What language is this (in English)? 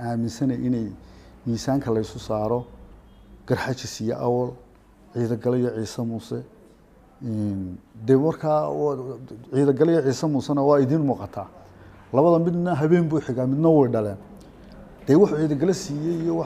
Somali